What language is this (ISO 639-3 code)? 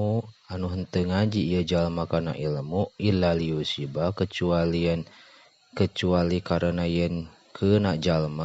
sun